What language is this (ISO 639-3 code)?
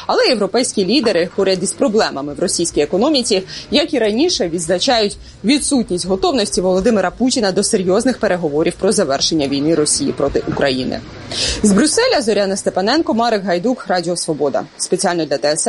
ukr